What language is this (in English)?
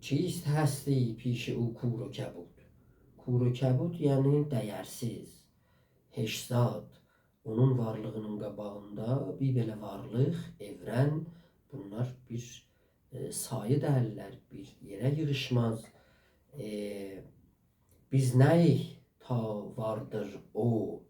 South Azerbaijani